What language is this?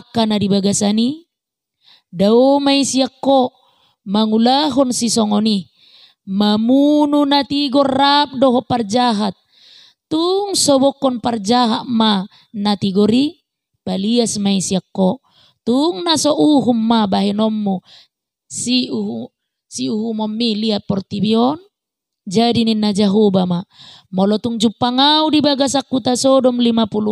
Batak Toba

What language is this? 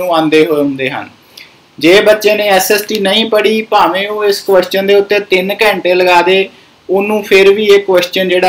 Punjabi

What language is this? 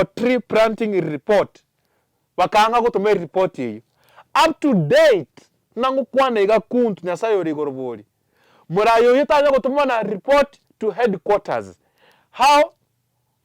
Gusii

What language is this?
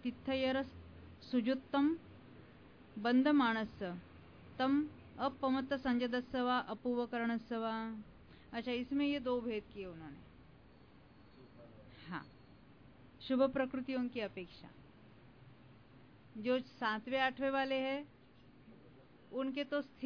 Hindi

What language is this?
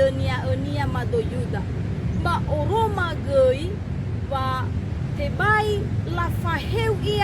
Nias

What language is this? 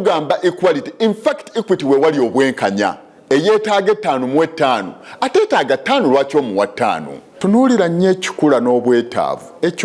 Ganda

